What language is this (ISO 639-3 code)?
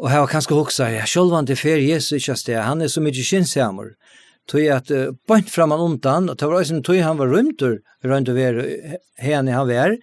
fao